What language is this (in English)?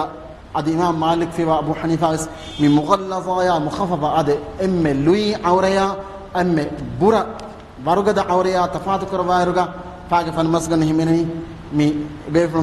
Divehi